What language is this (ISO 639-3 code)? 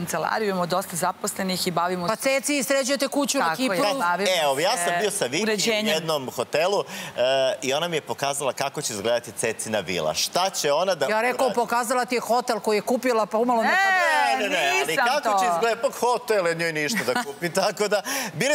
srp